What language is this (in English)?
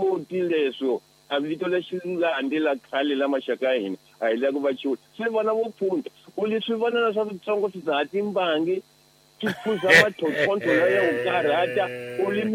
Tsonga